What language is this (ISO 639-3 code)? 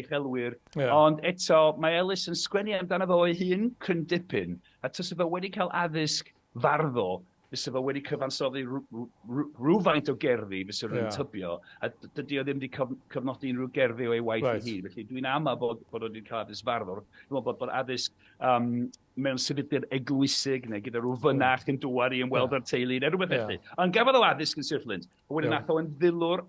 cym